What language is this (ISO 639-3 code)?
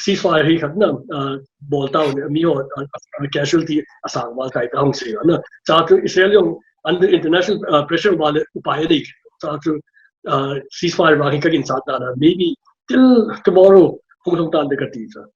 pck